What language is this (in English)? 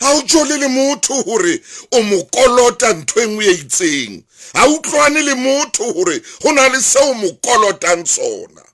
Southern Sotho